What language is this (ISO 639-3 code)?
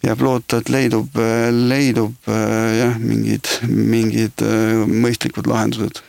est